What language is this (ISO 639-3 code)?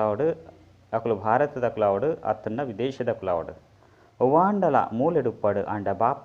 tcy